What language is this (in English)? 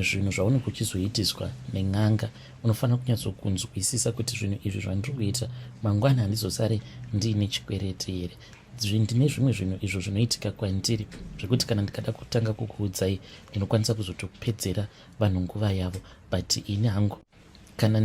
Shona